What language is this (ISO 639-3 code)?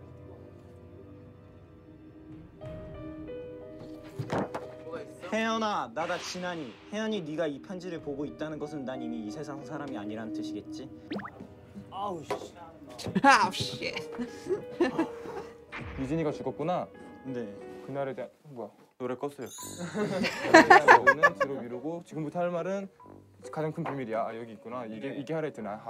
kor